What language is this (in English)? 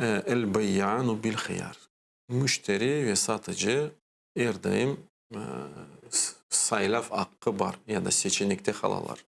Crimean Tatar